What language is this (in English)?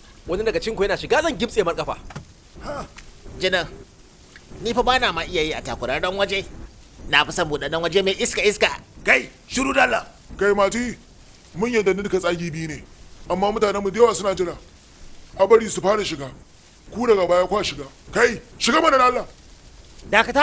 Hausa